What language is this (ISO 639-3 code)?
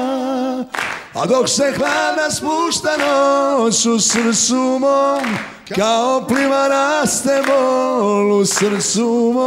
srp